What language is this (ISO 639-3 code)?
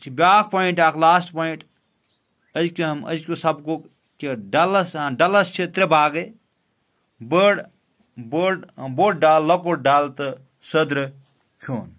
kas